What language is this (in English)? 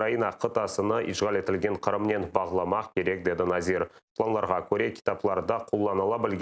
Crimean Tatar